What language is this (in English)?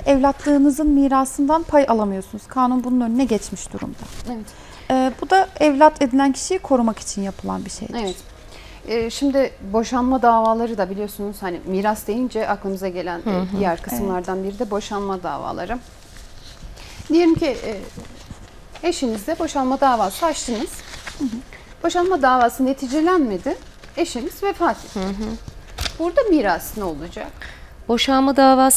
Turkish